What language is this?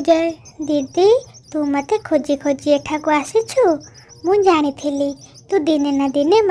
Odia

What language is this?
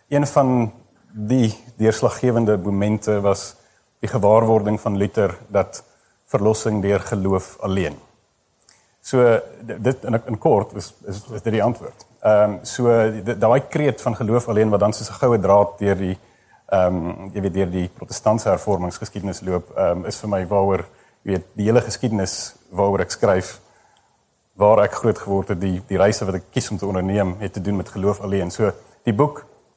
Afrikaans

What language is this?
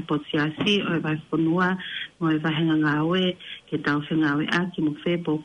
Tongan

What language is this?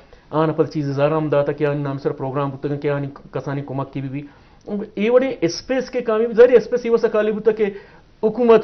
Baluchi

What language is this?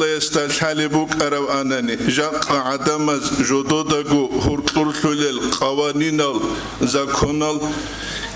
Avaric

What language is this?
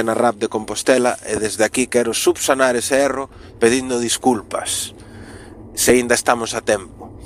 Galician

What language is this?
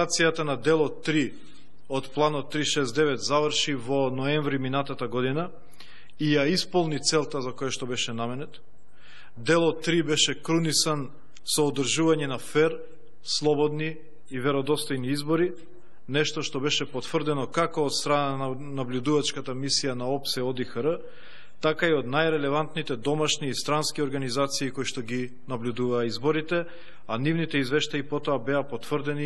Macedonian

